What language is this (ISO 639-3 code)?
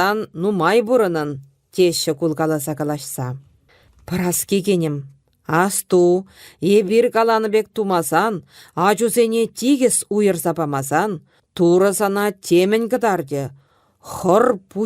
chv